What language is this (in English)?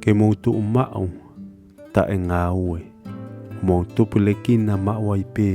Tongan